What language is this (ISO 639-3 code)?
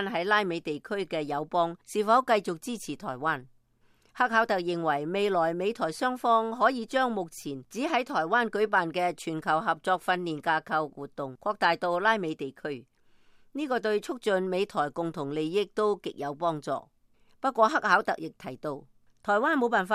yue